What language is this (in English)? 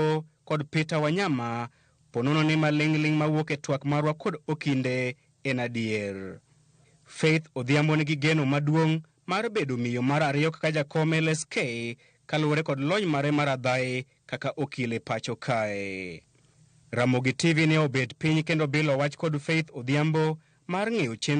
Luo (Kenya and Tanzania)